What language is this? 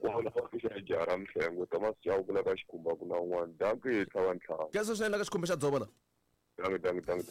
Tsonga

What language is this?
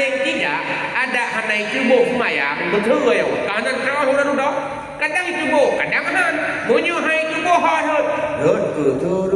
Achinese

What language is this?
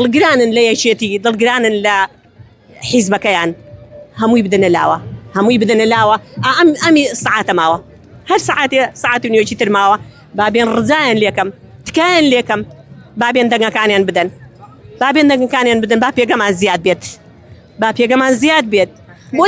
Central Kurdish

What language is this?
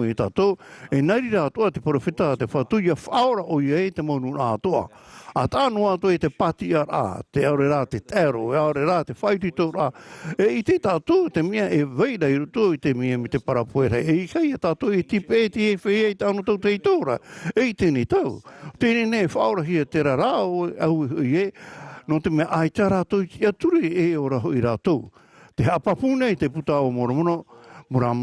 Tahitian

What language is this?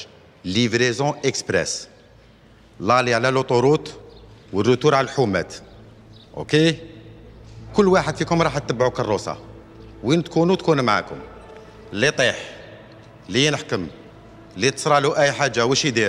Algerian Arabic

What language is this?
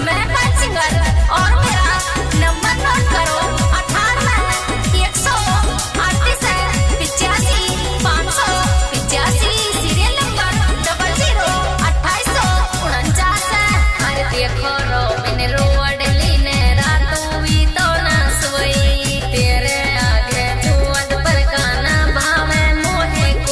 Hindi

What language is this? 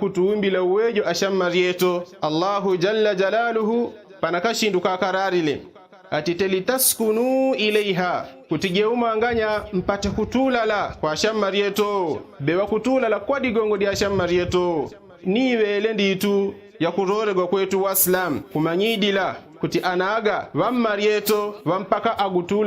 Yao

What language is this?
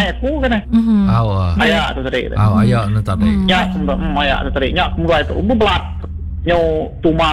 Iban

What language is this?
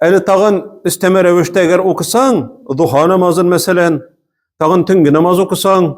Tatar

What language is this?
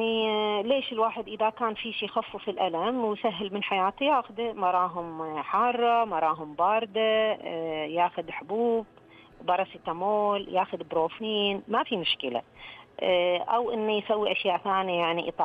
Najdi Arabic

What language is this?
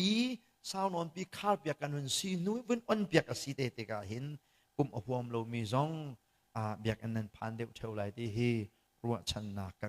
Hakha Chin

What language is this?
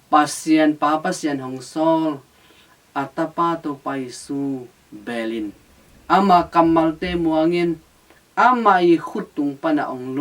Tedim Chin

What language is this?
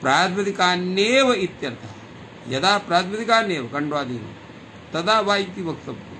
Sanskrit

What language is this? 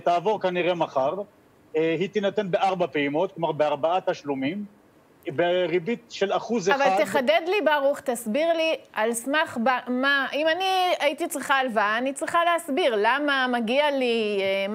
Hebrew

